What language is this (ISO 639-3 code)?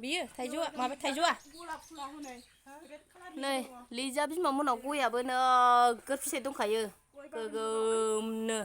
brx